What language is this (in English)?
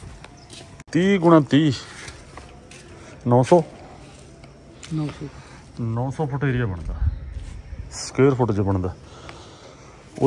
Punjabi